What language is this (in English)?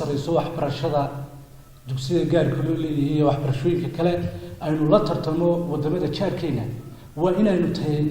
Somali